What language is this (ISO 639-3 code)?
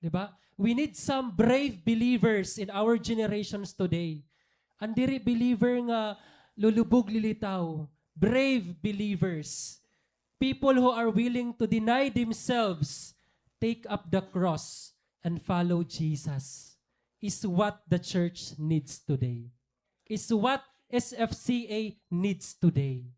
war